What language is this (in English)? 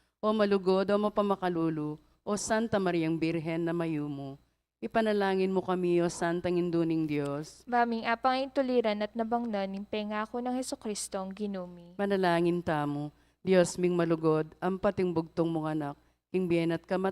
Pampanga